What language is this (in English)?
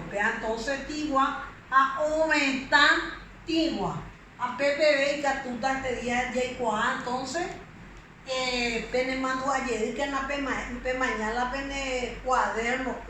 Guarani